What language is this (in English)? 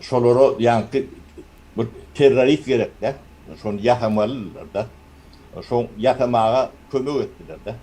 Turkmen